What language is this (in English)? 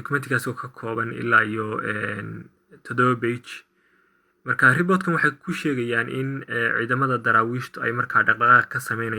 Somali